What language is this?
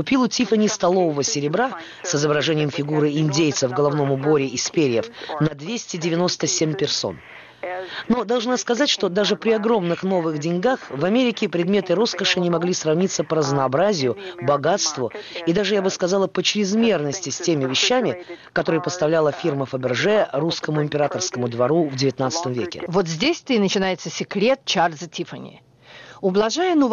Russian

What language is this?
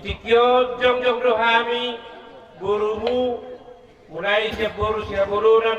Batak Toba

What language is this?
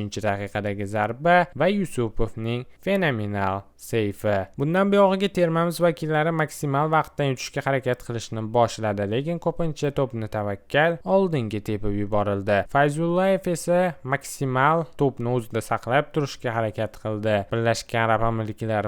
Uzbek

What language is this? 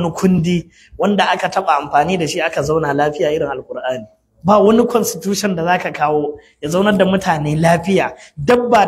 Hausa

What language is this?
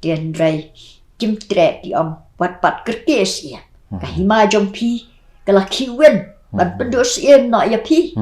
Khasi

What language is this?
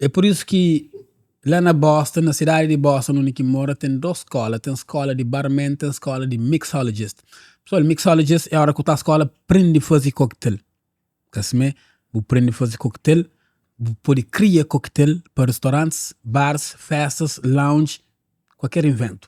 Kabuverdianu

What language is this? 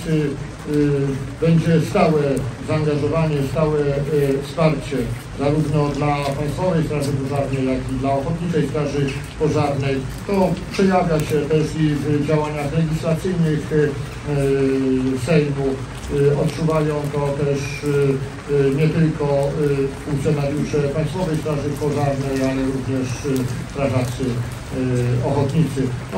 Polish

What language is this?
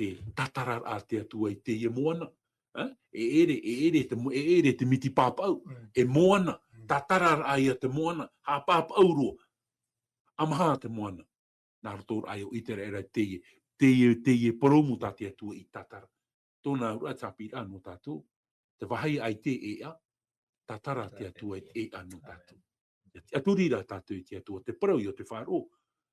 Tahitian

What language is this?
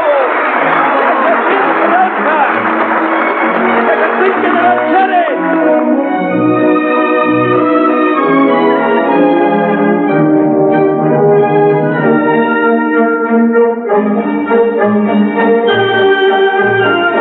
Turkish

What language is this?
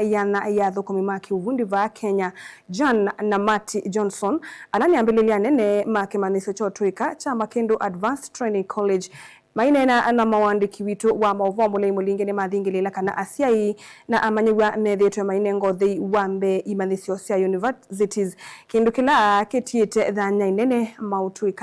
Kamba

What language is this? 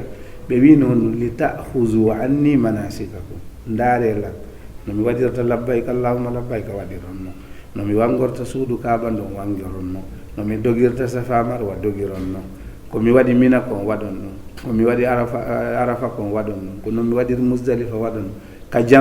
Fula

